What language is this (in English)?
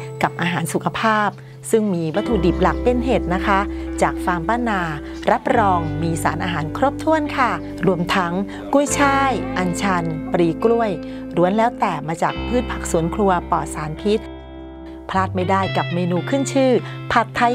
Thai